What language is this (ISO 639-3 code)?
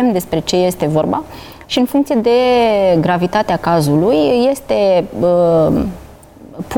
ron